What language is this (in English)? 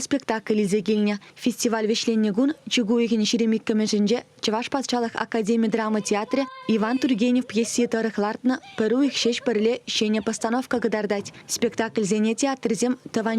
Chuvash